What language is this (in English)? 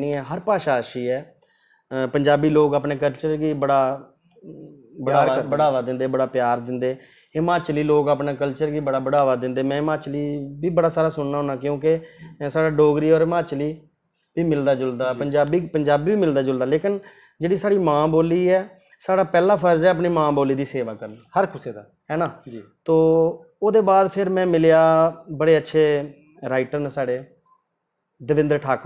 Dogri